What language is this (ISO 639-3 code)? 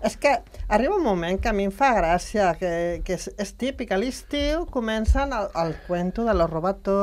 cat